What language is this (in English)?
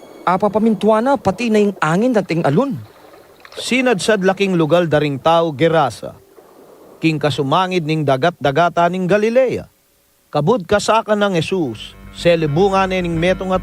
Pampanga